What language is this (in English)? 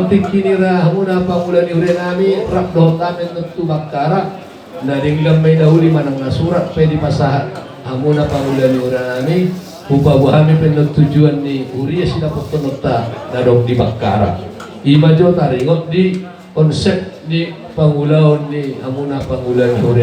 Batak Toba